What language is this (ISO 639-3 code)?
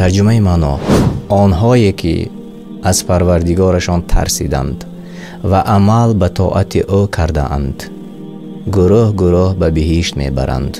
tgk